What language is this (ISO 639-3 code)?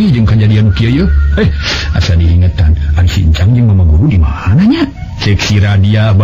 sun